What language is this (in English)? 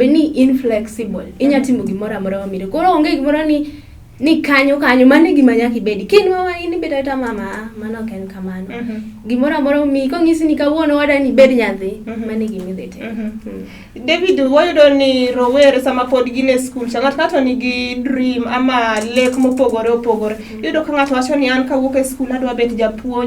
Luo (Kenya and Tanzania)